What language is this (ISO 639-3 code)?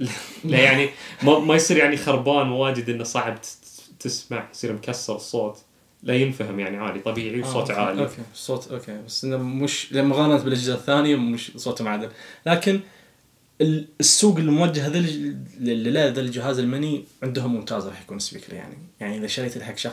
ars